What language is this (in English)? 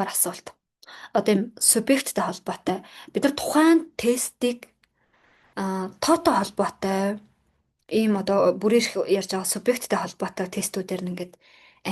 Mongolian